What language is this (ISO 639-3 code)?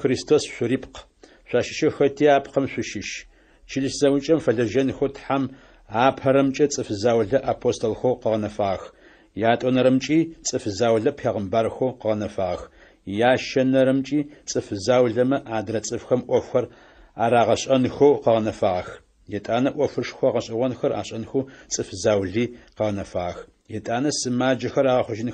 ady